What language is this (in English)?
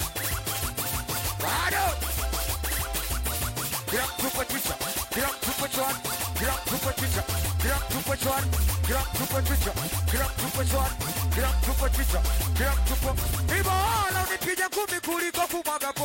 Swahili